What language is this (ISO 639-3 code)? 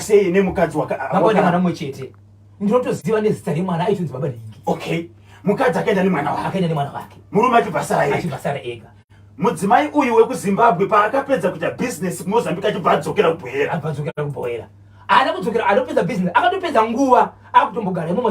sna